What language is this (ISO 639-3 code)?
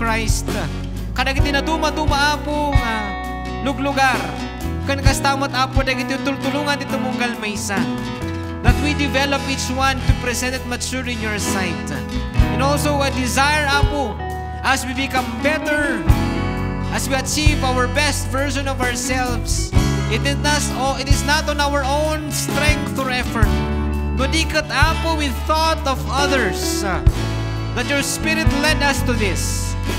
ilo